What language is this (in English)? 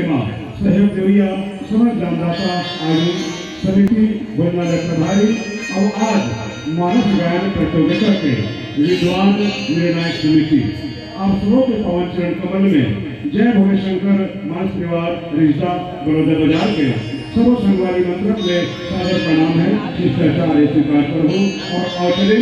Chhattisgarhi